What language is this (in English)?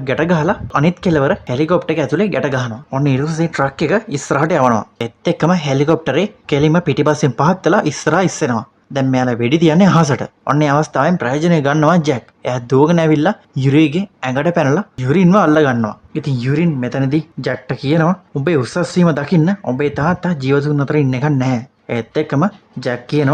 Sinhala